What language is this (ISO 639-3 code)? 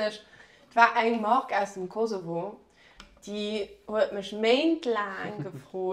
ltz